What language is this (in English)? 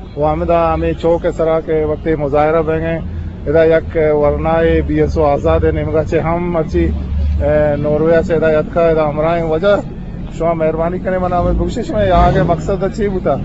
Eastern Balochi